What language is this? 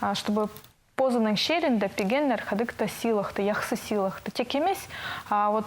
Khakas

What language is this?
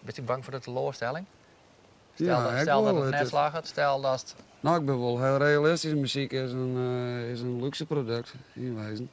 Western Frisian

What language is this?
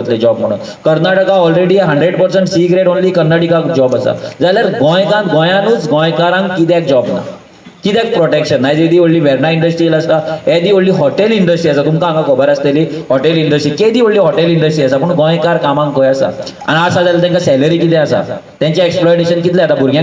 Konkani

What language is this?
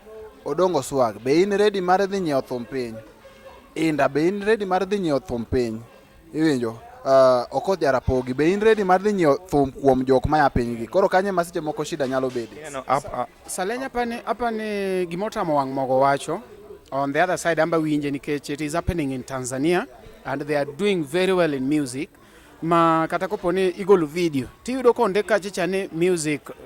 Luo (Kenya and Tanzania)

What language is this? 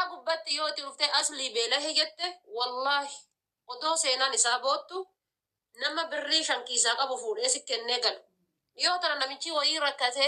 Oromo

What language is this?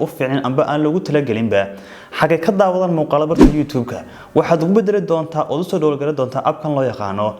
Somali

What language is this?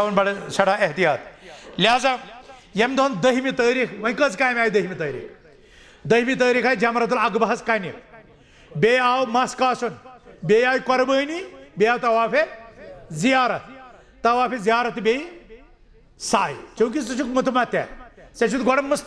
Kashmiri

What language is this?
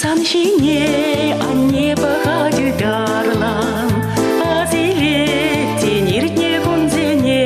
Chuvash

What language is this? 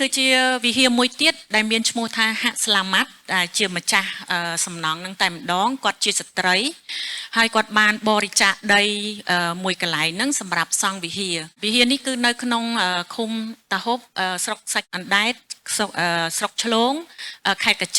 Khmer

